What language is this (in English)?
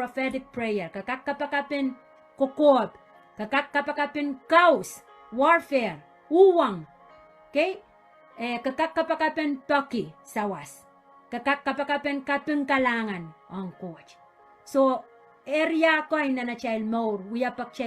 Pohnpeian